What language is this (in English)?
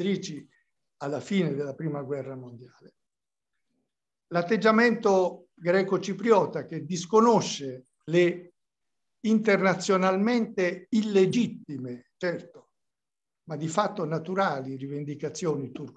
Italian